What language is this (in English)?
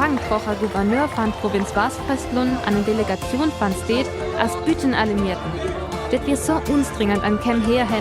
Northern Frisian